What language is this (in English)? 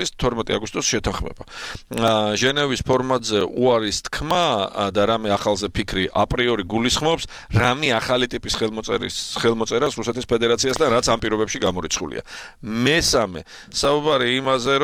Georgian